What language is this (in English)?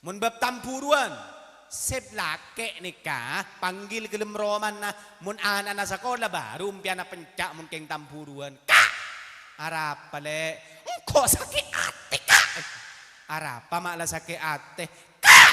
Madurese